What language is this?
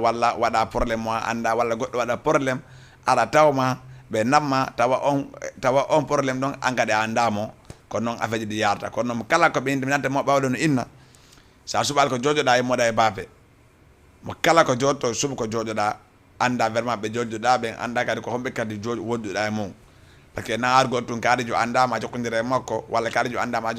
Fula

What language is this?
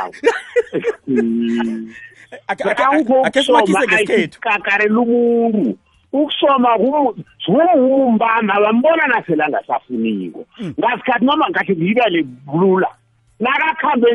South Ndebele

